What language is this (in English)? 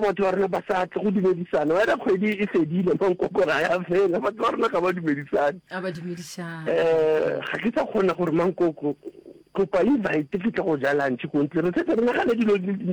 Northern Sotho